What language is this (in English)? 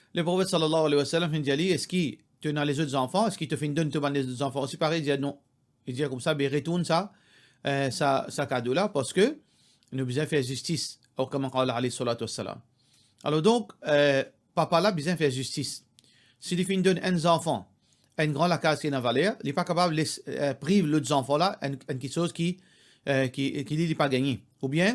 Morisyen